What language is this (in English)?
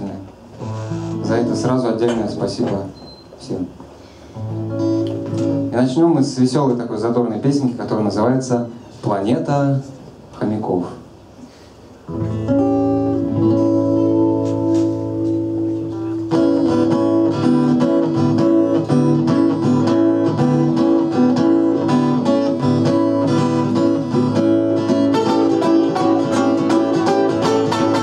Russian